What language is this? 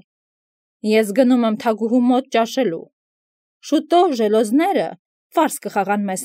Armenian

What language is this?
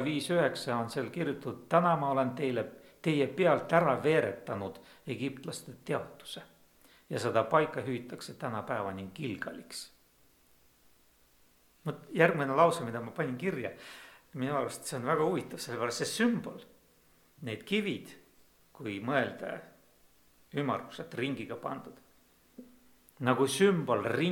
Estonian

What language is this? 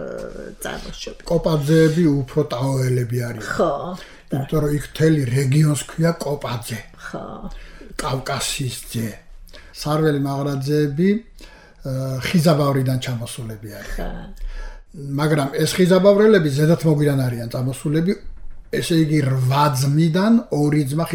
Georgian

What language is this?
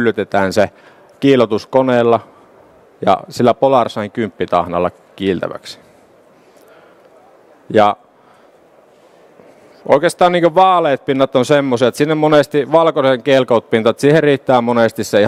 Finnish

